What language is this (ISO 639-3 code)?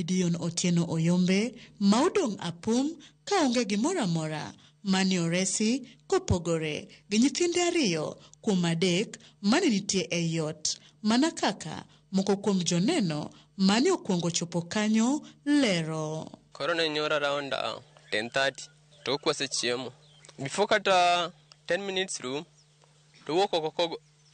luo